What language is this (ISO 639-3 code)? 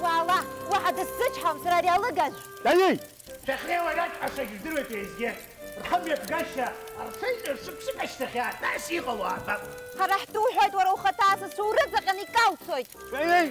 abk